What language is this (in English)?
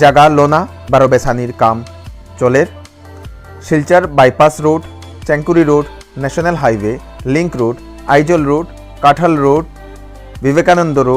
Bishnupriya